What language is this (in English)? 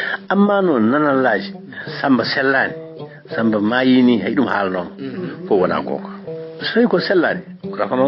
Fula